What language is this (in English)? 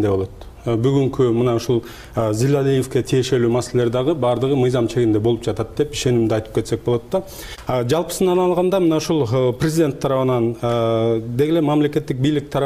Kyrgyz